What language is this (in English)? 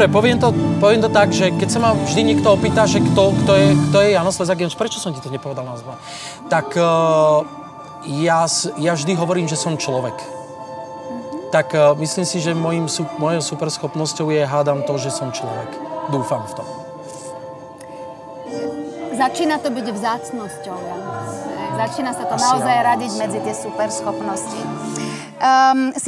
Slovak